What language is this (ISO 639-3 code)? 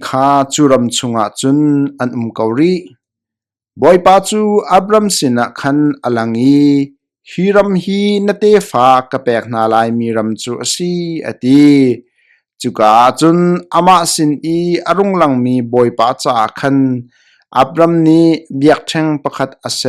cnh